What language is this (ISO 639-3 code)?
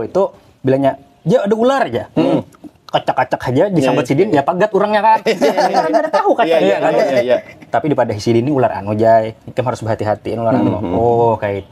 bjn